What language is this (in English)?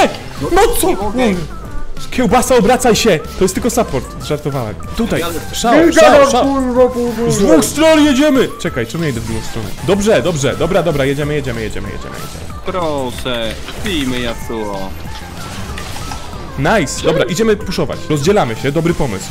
Polish